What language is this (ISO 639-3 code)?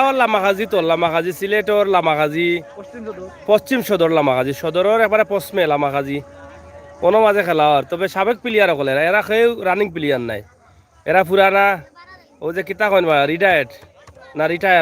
syl